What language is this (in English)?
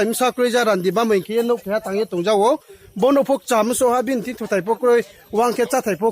Riang (India)